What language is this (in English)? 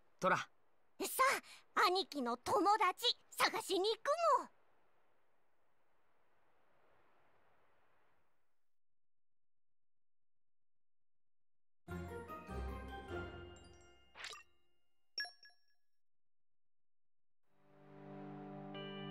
Japanese